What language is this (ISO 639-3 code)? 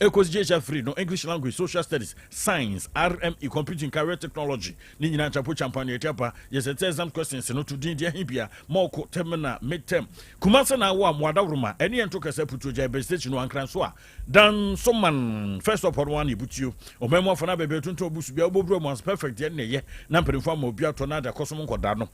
aka